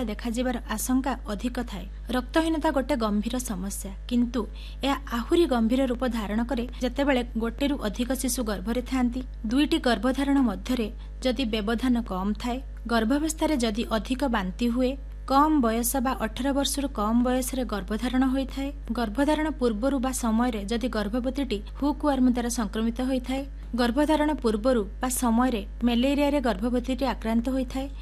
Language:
Odia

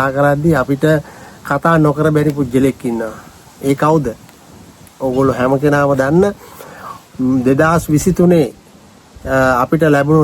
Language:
Sinhala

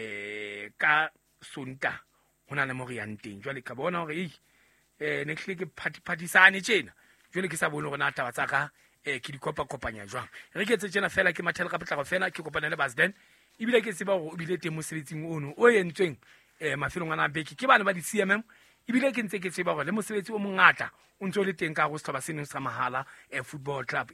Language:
Southern Sotho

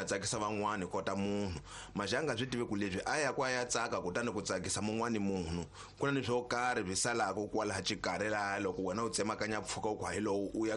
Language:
Tsonga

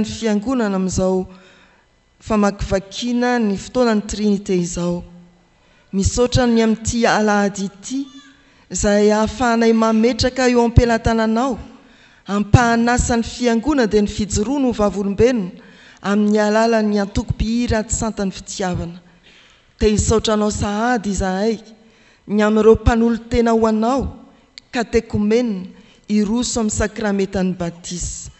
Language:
Malagasy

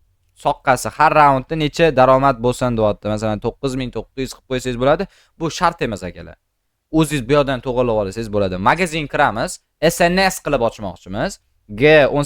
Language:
Uzbek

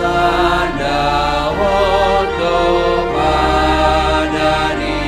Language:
Batak Simalungun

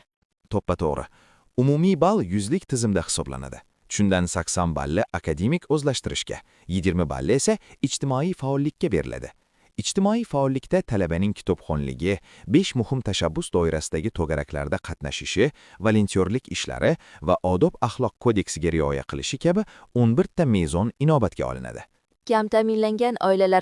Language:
Uzbek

